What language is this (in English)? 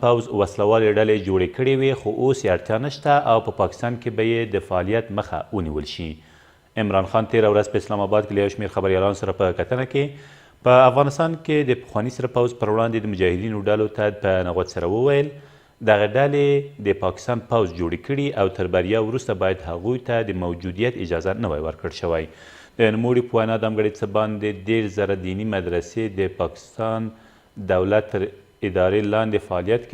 Pashto